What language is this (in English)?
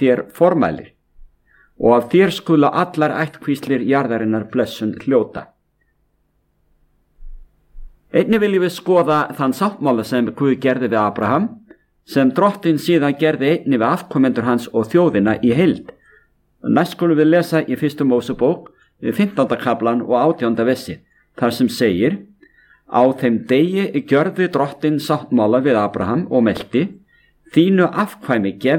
Icelandic